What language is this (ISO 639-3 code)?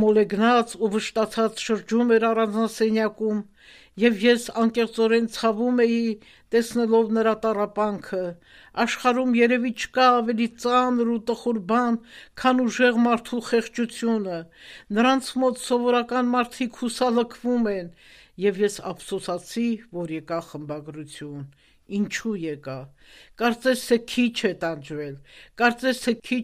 hye